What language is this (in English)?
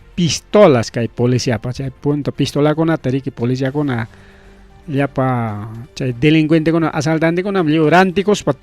Ayacucho Quechua